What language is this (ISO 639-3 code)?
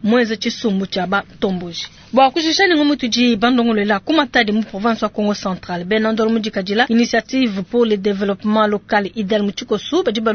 lua